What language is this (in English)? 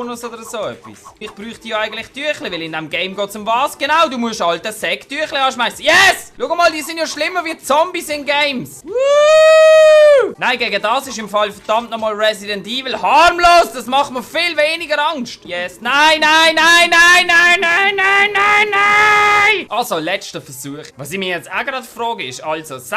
Swiss German